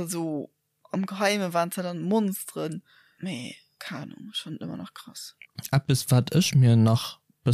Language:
Luxembourgish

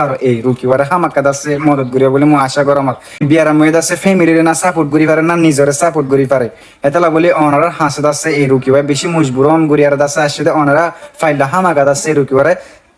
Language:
Rohingya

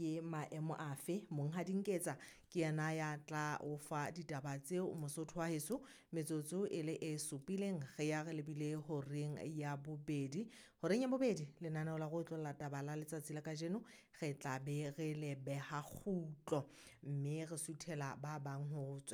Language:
Southern Sotho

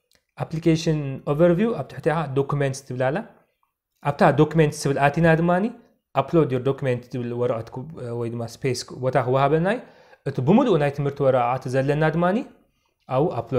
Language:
Tigrinya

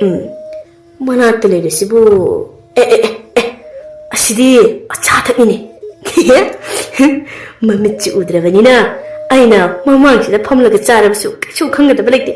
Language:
Manipuri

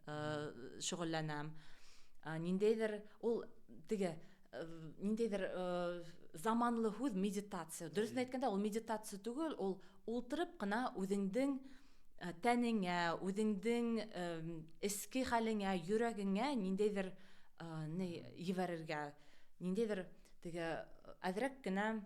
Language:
Bashkir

